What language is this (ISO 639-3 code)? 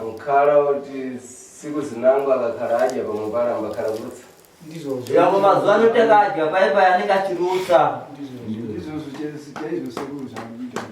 sna